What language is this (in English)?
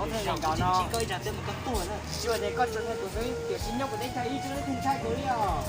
Hmong